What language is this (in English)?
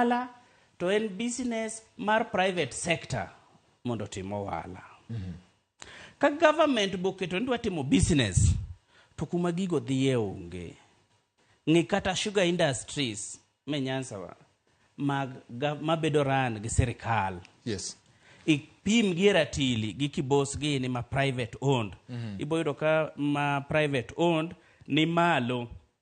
Luo (Kenya and Tanzania)